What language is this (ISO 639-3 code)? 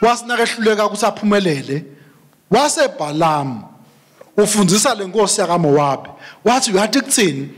ssw